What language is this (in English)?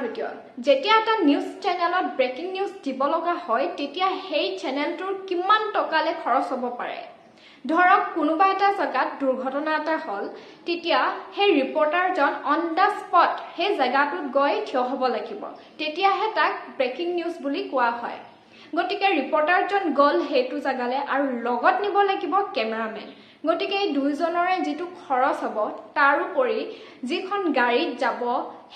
Assamese